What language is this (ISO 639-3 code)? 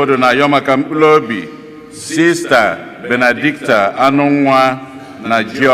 ibo